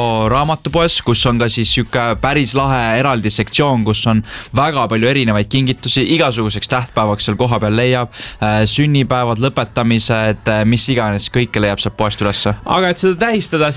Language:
Estonian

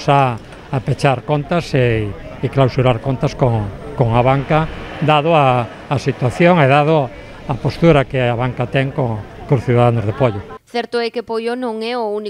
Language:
Galician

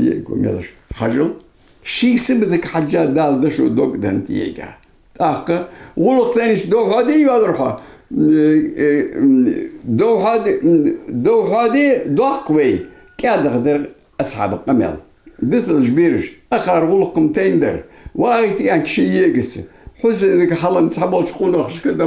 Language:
Ingush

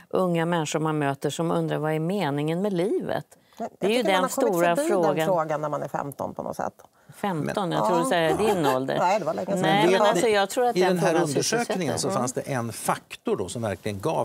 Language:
Swedish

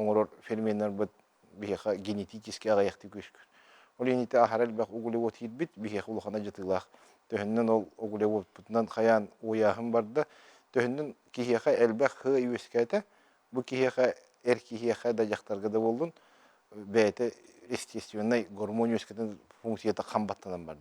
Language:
Yakut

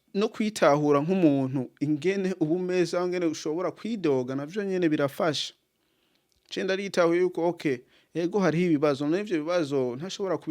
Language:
Rundi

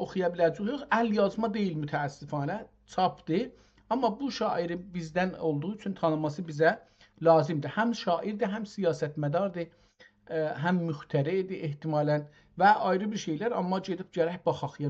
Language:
South Azerbaijani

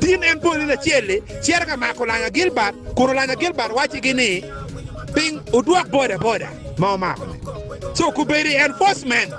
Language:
Acoli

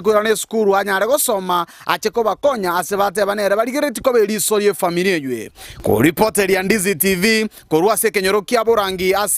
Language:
Gusii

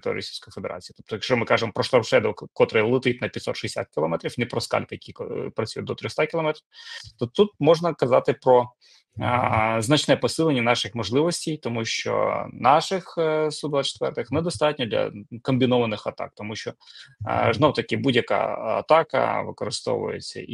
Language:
Ukrainian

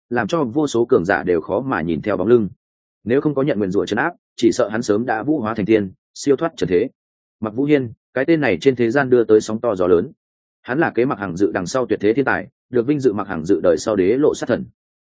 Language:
Vietnamese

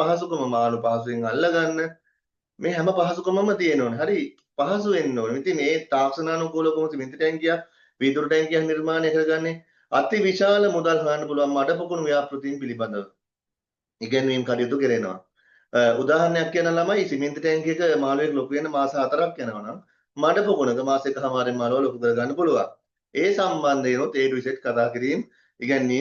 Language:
Sinhala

